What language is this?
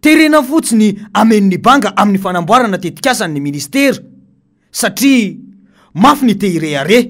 Malagasy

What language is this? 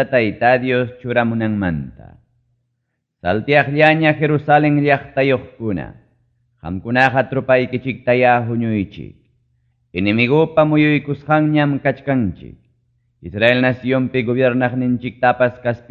Ayacucho Quechua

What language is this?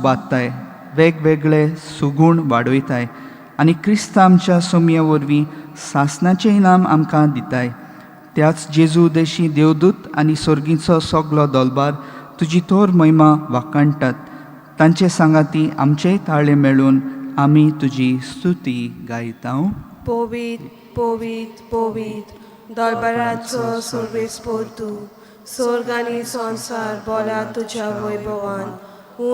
Konkani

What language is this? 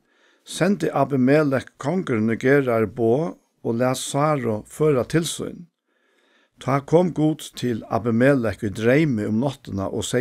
Faroese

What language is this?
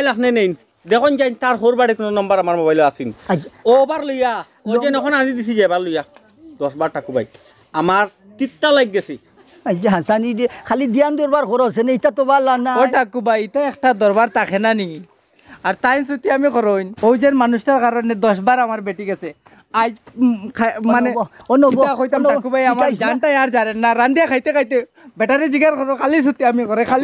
Sylheti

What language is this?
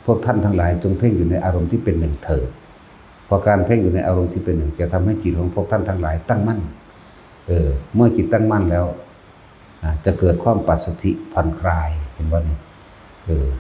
Northeastern Thai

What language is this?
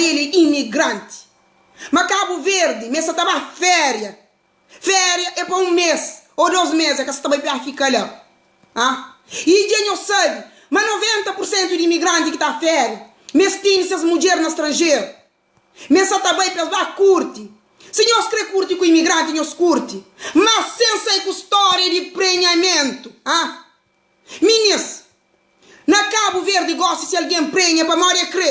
Kabuverdianu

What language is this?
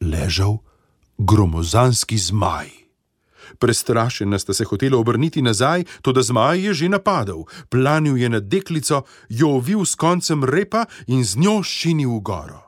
Slovenian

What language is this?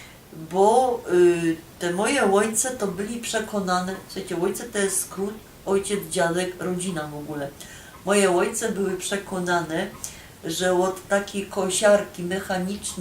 Silesian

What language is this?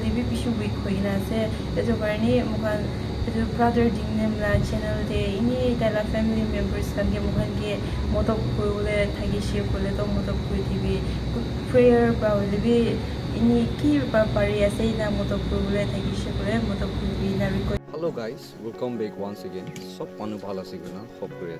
Naga Pidgin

